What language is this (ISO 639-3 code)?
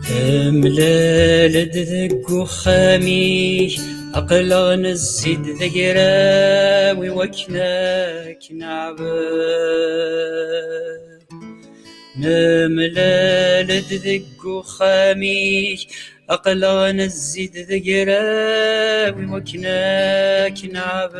kab